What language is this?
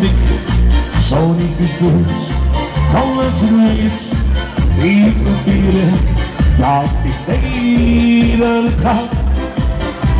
Dutch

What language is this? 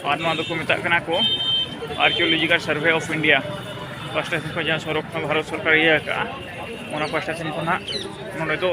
Santali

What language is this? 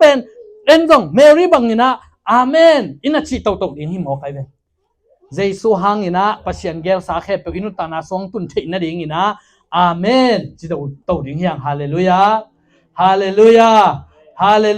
Tedim Chin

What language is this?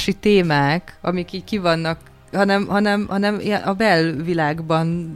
Hungarian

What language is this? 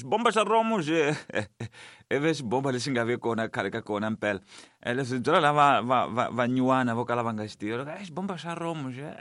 Tsonga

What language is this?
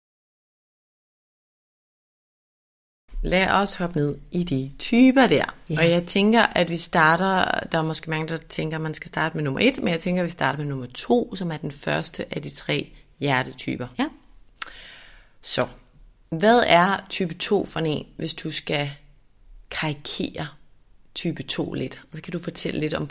Danish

